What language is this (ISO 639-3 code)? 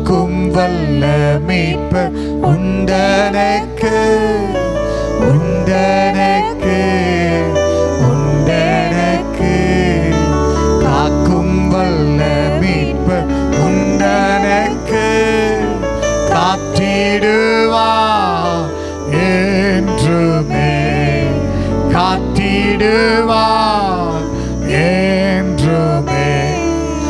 tam